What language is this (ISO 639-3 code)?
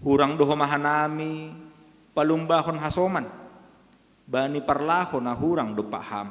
bts